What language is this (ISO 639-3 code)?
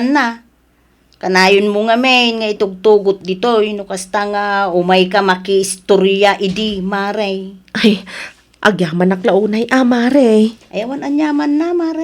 ilo